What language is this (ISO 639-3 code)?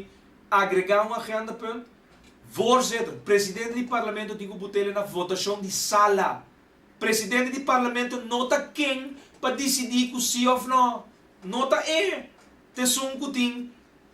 pap